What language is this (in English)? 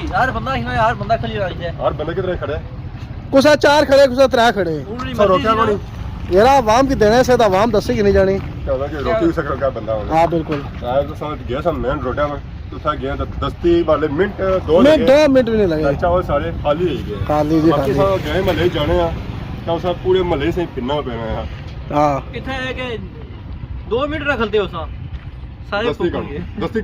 Pahari-Potwari